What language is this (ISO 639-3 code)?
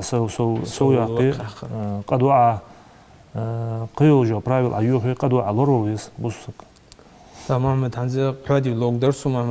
inh